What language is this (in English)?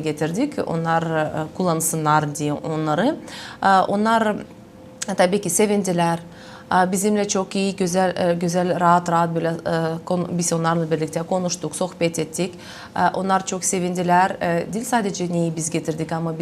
Gagauz